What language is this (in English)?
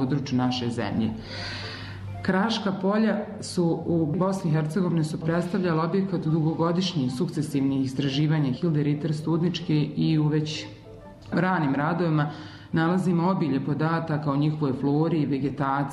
Bosnian